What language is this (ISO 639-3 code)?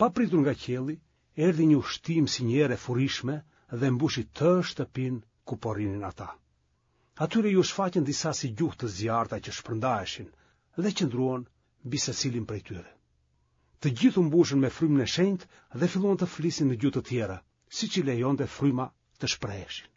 sqi